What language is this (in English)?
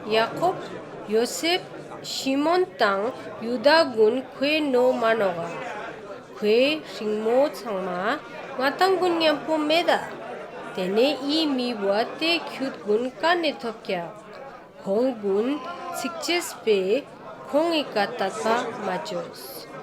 Ladakhi